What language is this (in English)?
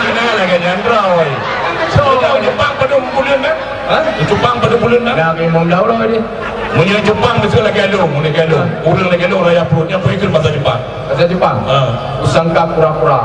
Achinese